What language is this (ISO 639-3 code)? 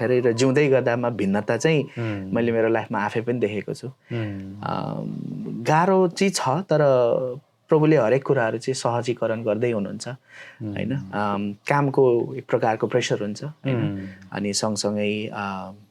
nep